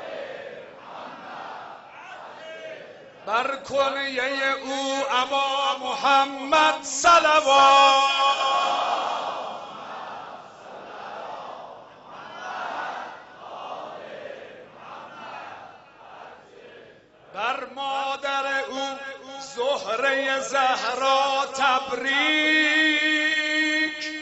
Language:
Persian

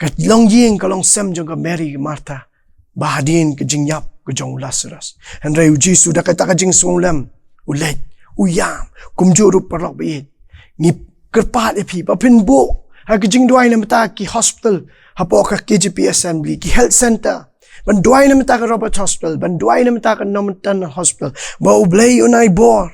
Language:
Khasi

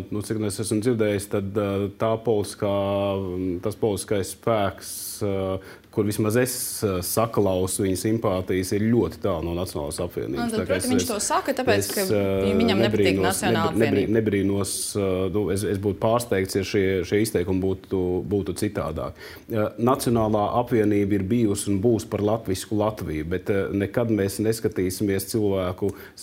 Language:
Latvian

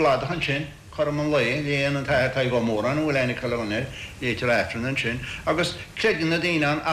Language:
Irish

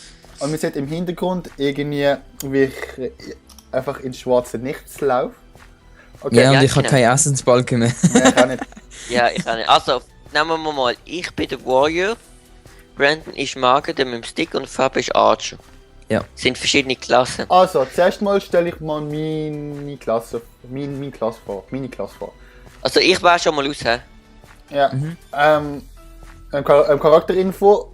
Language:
Swiss German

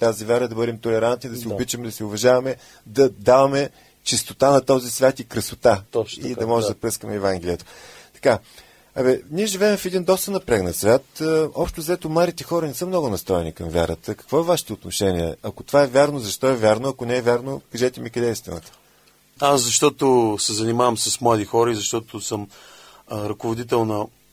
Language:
Bulgarian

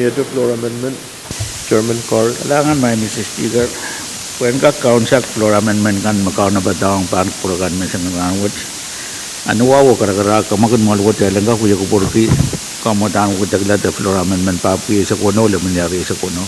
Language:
Pohnpeian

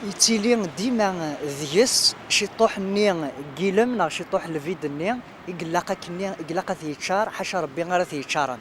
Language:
Kabyle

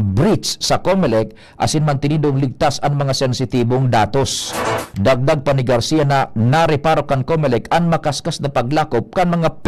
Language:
Bikol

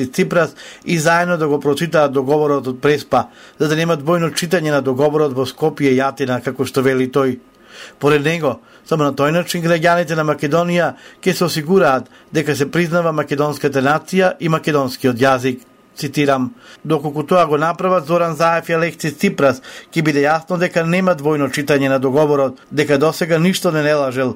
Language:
Macedonian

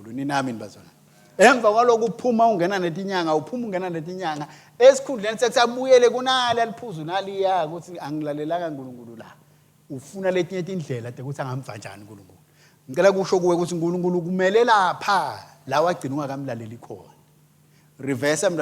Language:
Swati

